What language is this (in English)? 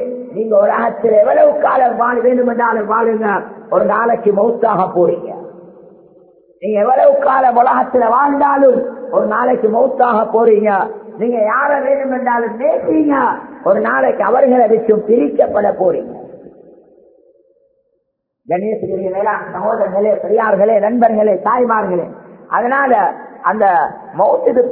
Tamil